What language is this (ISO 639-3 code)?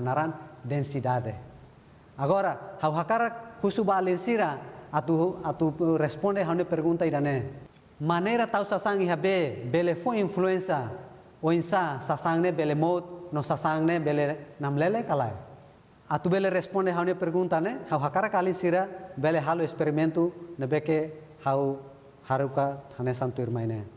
tet